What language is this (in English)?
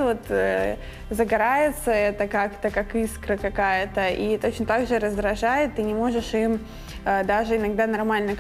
Russian